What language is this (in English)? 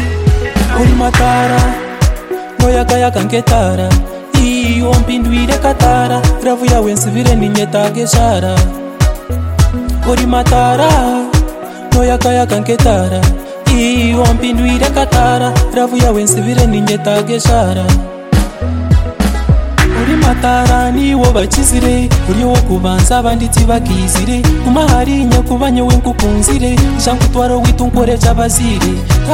Kinyarwanda